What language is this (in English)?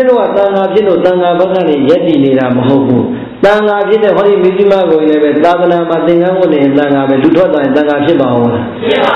Burmese